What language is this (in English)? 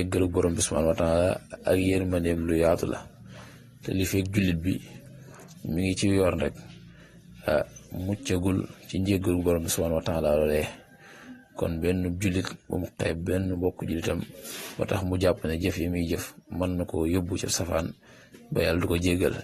Wolof